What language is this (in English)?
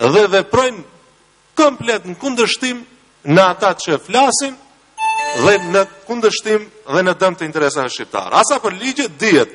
Albanian